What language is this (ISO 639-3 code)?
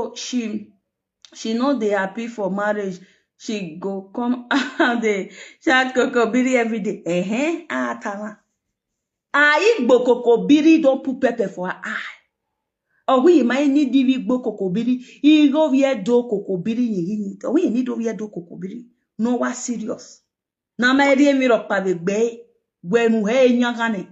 pcm